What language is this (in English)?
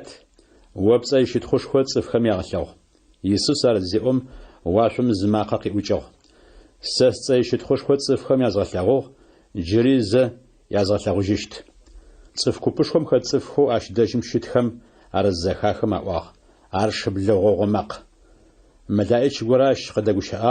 Adyghe